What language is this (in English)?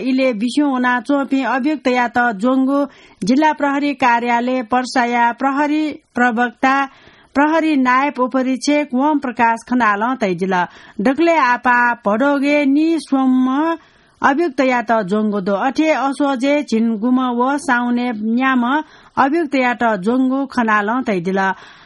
Newari